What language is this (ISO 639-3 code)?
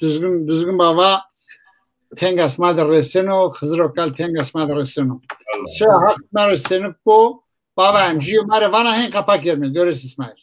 zza